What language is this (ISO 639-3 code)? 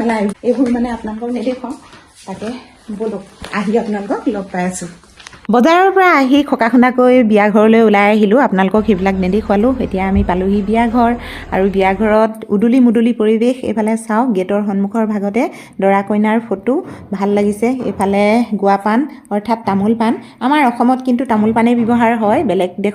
asm